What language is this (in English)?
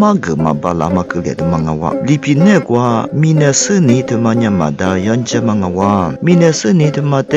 Lisu